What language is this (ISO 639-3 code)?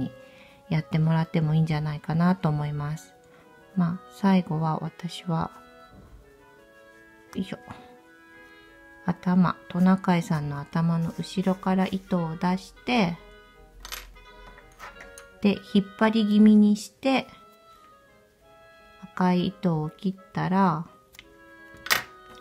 jpn